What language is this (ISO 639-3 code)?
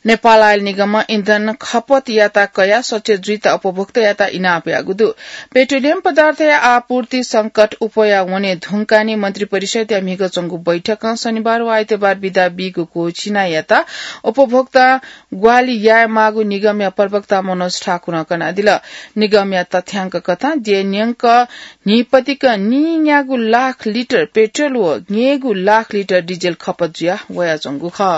new